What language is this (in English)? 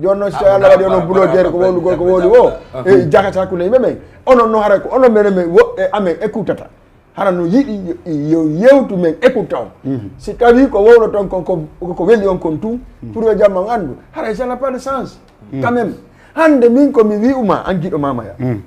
Fula